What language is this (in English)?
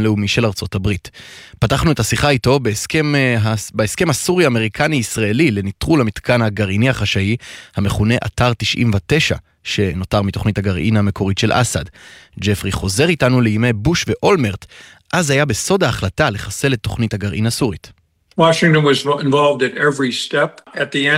Hebrew